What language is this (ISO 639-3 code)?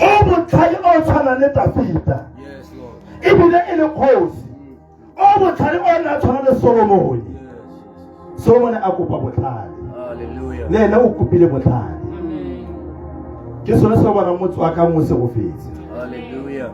tsn